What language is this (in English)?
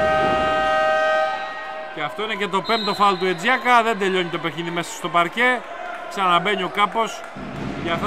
Greek